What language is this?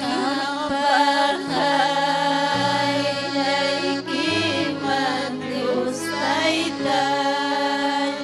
Ayacucho Quechua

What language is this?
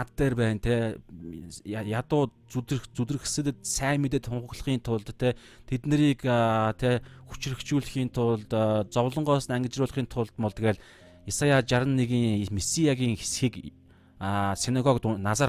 Mongolian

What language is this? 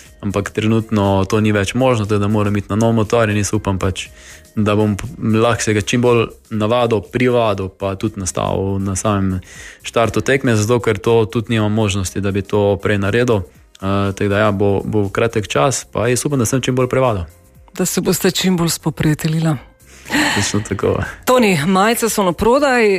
Slovenian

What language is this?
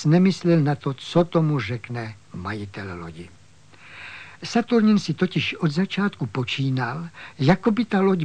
Czech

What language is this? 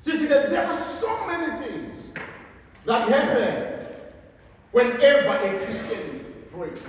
Zulu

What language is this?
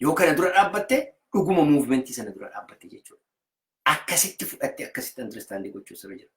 Oromo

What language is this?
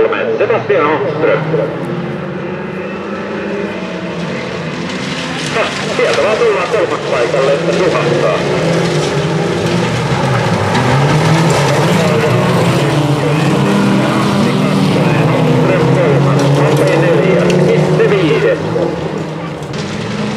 Finnish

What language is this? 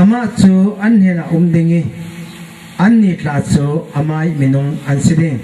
Falam Chin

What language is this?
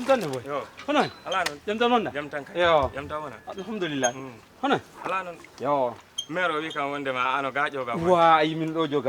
Fula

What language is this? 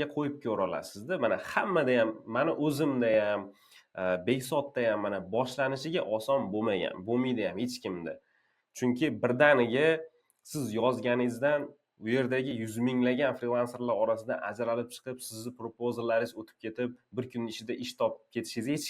Uzbek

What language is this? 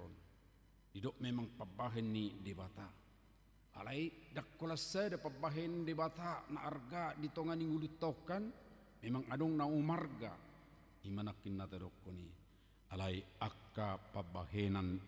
Batak Toba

